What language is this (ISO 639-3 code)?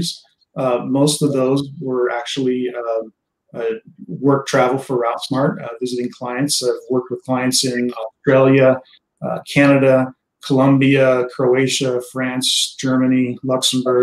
eng